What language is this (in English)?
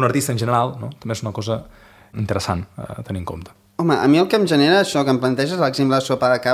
Catalan